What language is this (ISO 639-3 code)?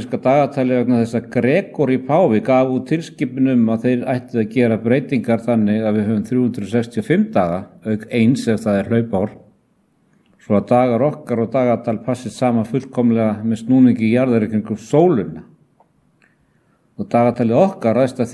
isl